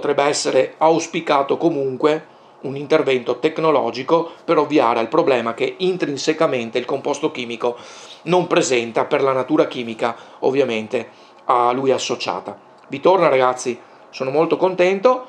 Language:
Italian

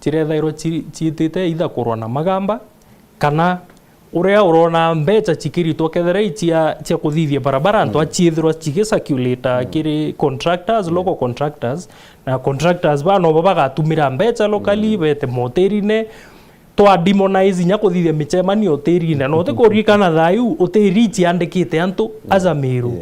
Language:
Meru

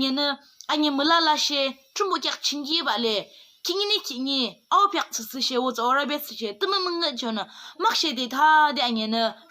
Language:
Yimchungru Naga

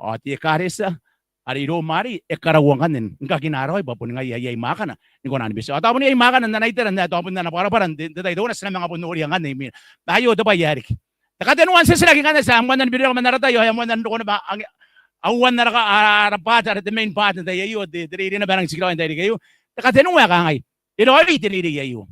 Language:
Gilbertese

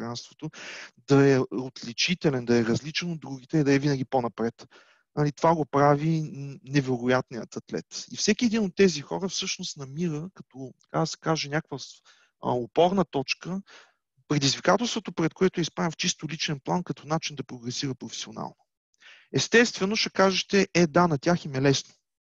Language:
Bulgarian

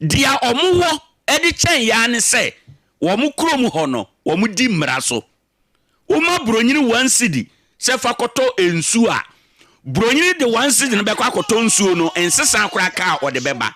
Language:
Akan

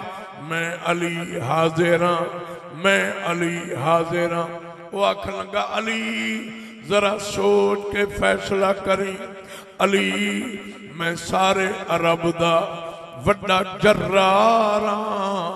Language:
Saraiki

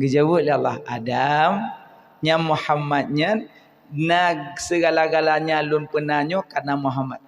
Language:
Achinese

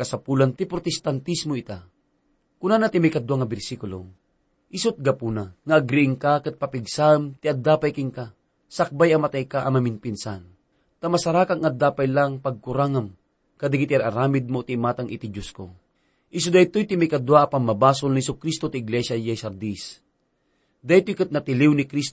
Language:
Iloko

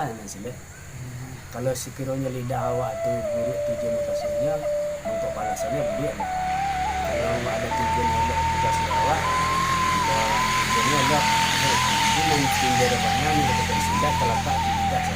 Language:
Minangkabau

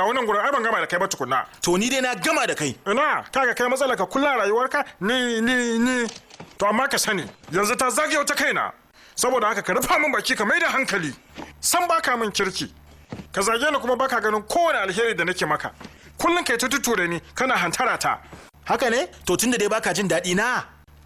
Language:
Hausa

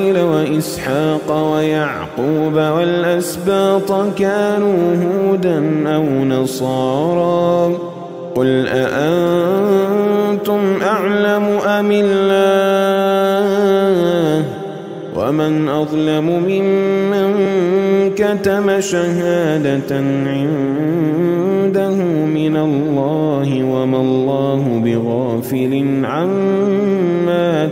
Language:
Arabic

